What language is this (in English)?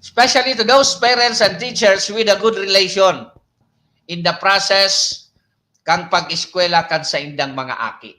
Bikol